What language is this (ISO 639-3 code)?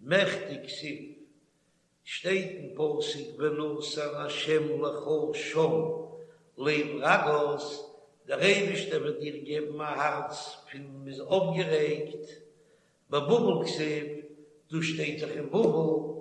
yid